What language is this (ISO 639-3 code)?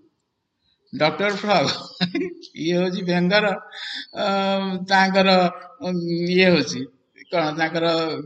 ori